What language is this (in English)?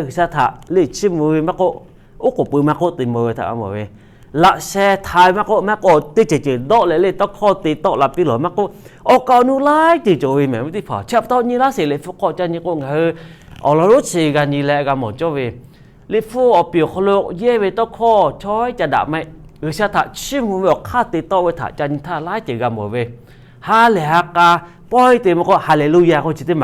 Lahu